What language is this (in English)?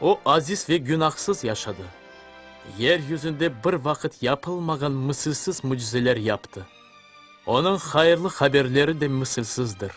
Crimean Tatar